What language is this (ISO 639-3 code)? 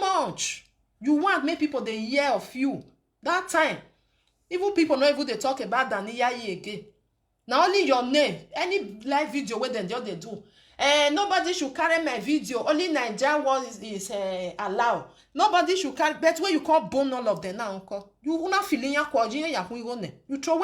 pcm